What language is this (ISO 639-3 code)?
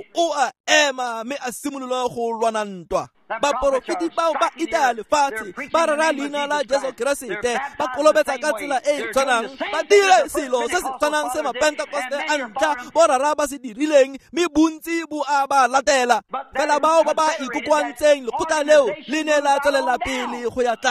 tsn